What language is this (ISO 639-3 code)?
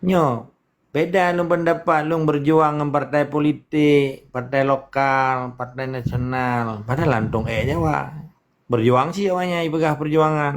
ace